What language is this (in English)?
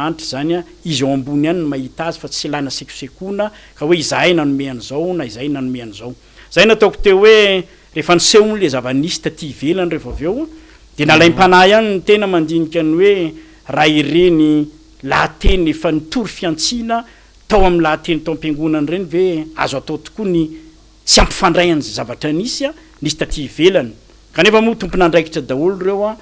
Malagasy